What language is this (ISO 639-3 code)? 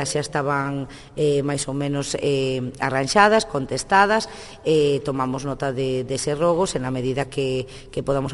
glg